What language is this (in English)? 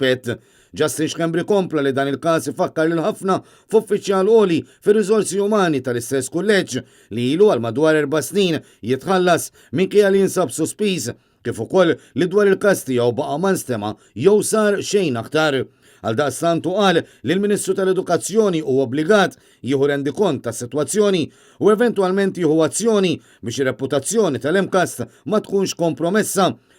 Maltese